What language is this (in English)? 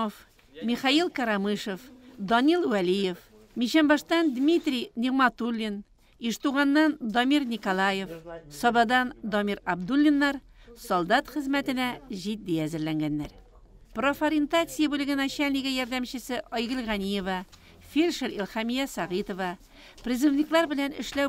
Tatar